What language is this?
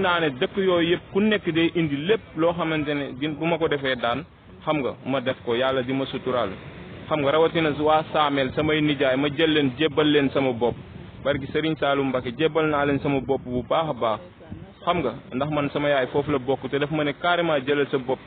Wolof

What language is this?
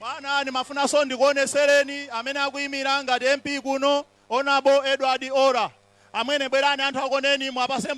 Nyanja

